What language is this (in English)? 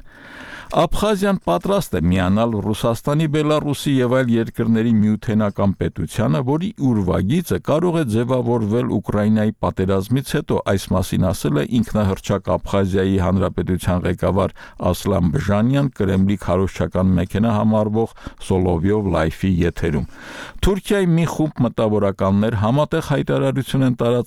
Armenian